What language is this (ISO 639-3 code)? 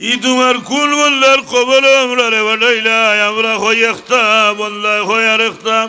syl